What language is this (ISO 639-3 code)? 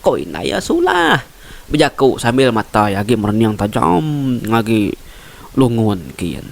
iba